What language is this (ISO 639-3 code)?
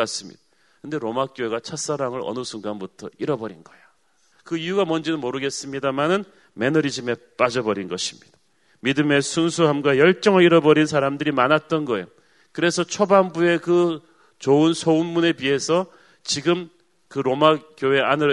kor